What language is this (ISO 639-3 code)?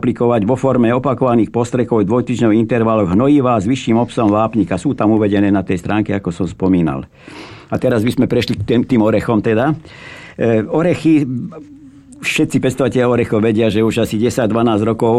slk